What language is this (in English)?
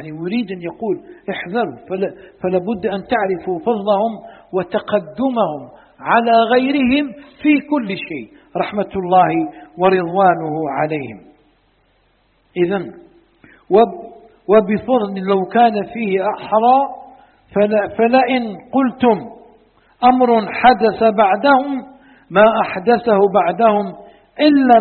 Arabic